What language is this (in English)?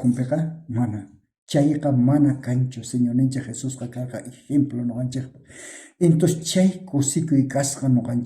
South Bolivian Quechua